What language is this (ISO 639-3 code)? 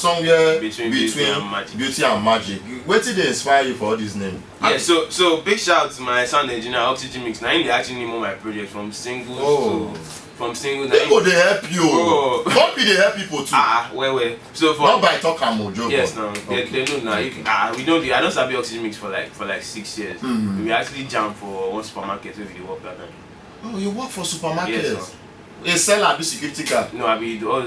pcm